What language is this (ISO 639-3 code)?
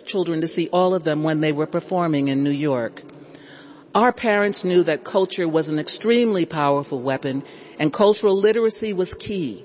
eng